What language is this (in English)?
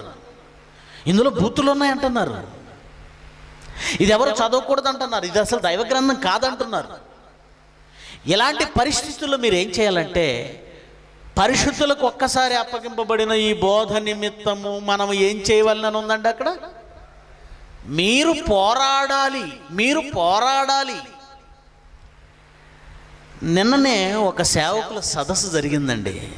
Telugu